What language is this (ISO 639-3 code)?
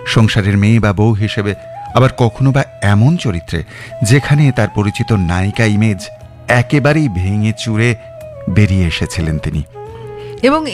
ben